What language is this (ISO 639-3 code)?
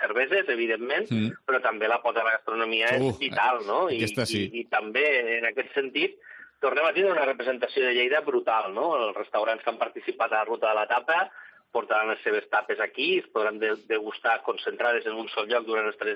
cat